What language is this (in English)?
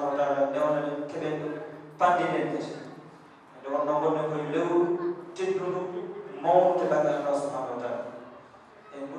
Fula